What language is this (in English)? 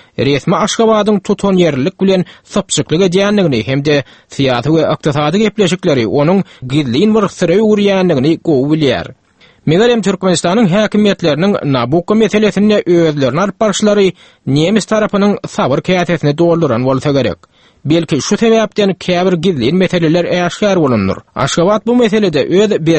Turkmen